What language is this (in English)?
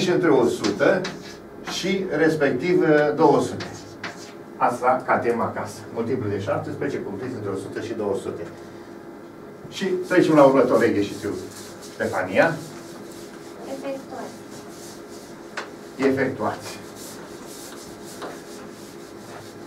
Romanian